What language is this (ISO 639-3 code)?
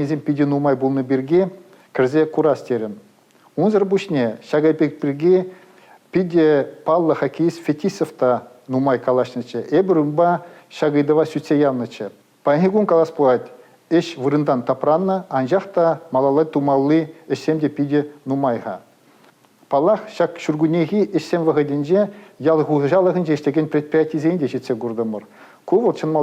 chv